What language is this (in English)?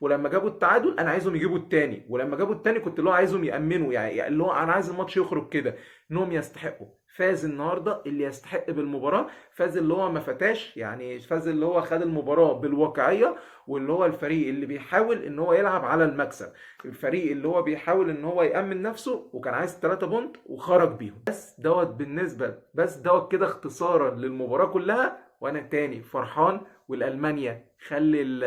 Egyptian Arabic